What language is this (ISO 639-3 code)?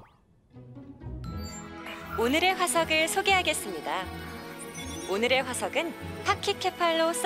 kor